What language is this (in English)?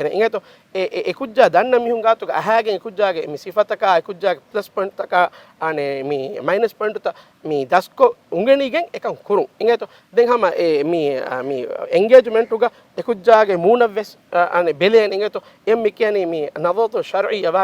Divehi